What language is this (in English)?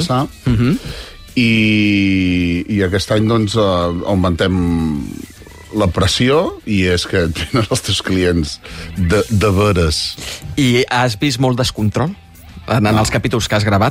Catalan